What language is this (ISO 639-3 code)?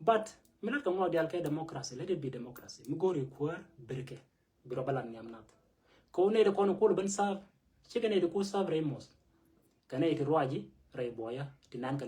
nus